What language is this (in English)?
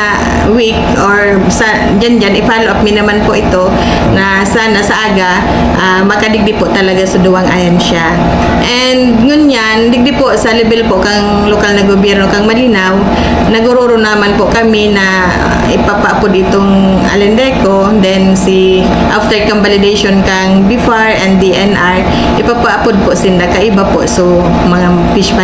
Bikol